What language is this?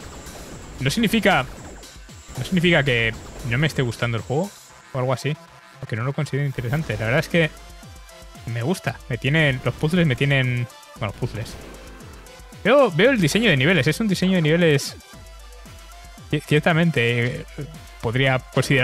Spanish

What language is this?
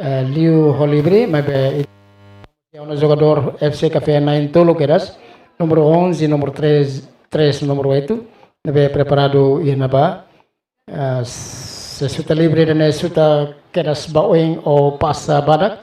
Tetum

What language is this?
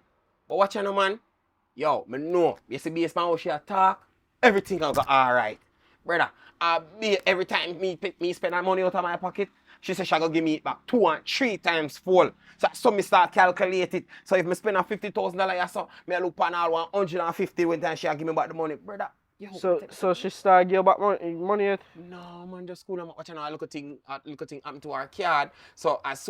Jamaican Creole English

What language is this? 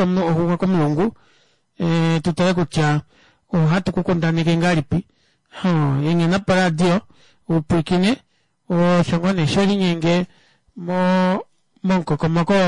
Kuanyama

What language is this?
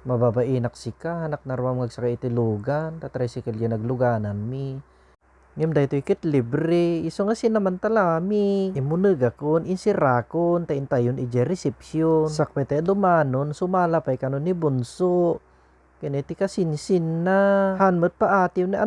Iloko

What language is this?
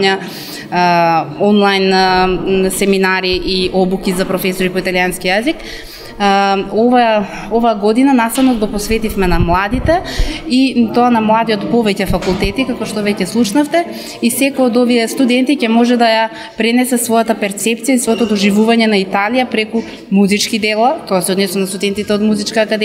Macedonian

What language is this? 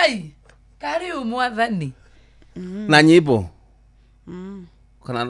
Kikuyu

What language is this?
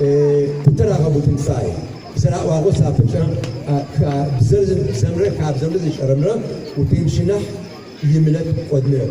Adyghe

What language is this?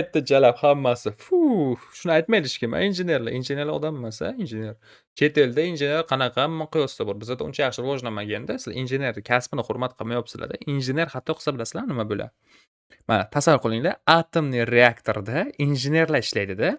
Uzbek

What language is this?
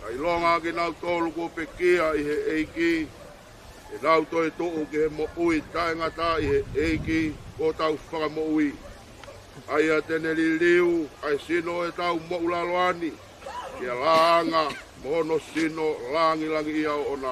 Tongan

